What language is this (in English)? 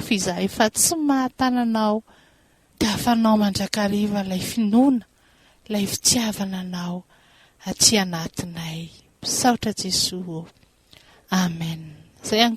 Malagasy